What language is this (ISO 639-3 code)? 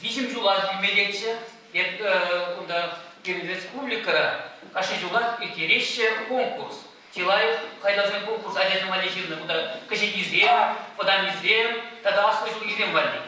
chv